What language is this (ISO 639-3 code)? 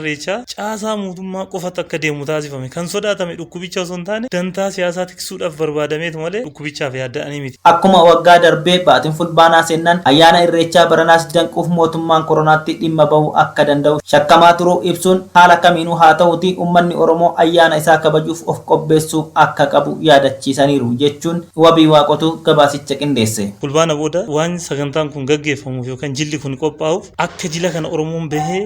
orm